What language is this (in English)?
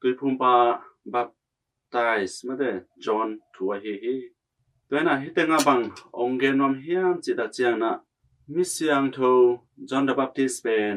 Tedim Chin